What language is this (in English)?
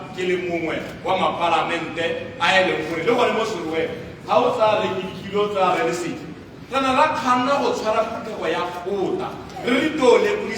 Tswana